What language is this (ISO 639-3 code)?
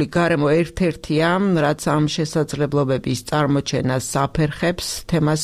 kat